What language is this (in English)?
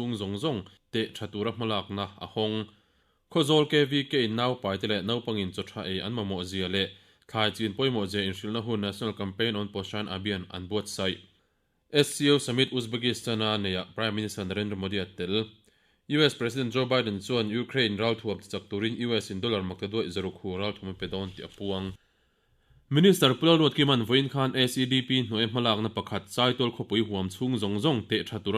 Mizo